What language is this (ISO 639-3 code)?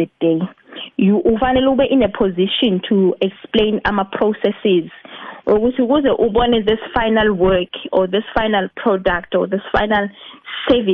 nbl